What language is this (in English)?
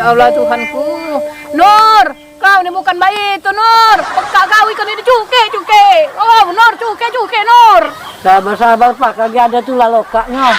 Musi